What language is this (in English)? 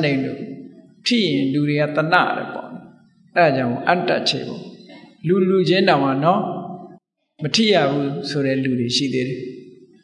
Burmese